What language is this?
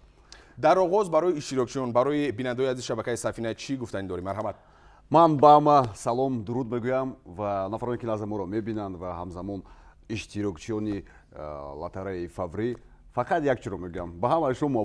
Tajik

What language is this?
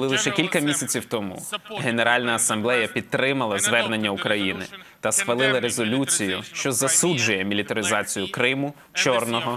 Ukrainian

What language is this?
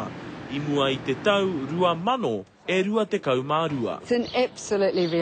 Māori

